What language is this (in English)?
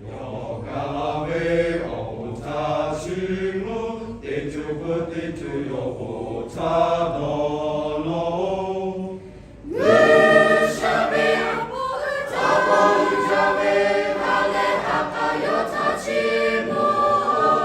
Lahu